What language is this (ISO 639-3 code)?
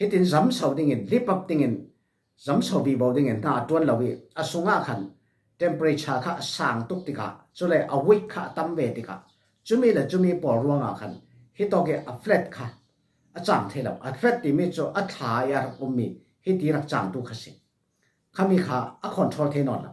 cfm